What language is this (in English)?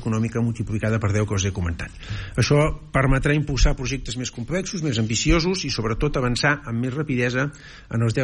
Catalan